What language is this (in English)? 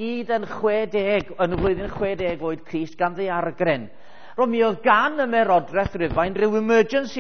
Welsh